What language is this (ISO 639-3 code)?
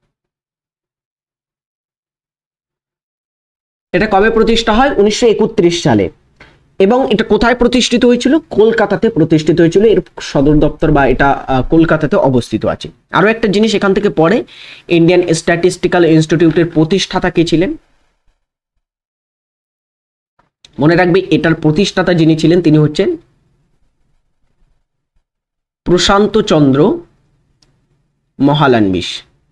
ben